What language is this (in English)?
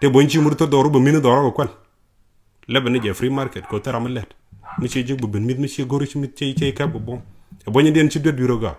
Nuer